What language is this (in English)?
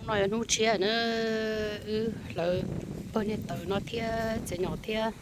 Hmong